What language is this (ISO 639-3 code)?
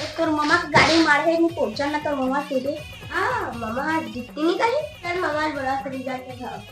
hne